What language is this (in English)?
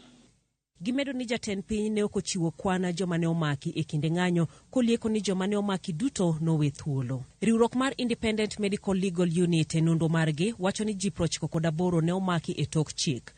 Luo (Kenya and Tanzania)